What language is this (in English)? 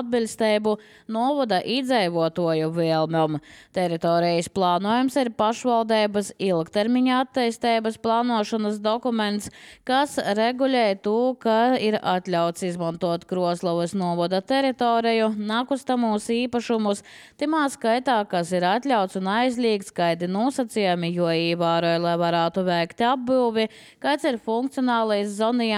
Latvian